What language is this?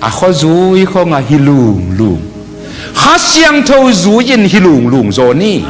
Tedim Chin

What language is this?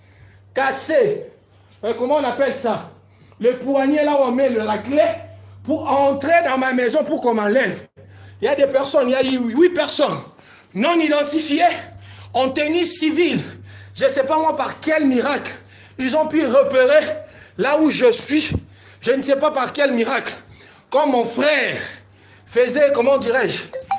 French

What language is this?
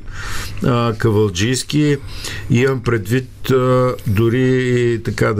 Bulgarian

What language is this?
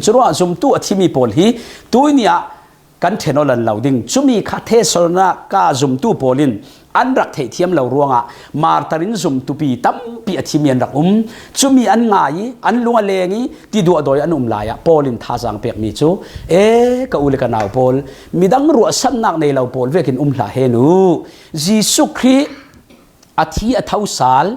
Falam Chin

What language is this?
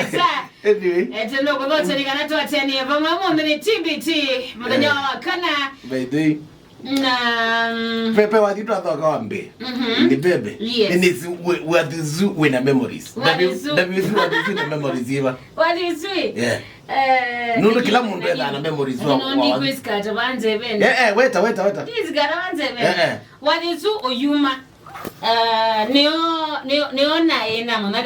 Kamba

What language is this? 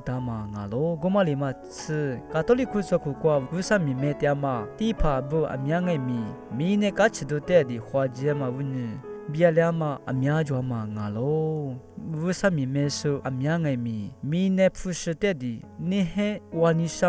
Lisu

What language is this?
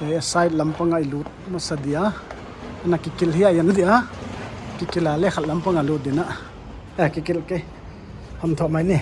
Paite Chin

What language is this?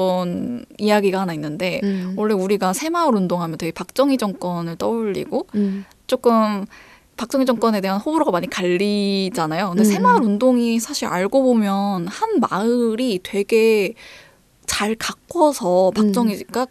Korean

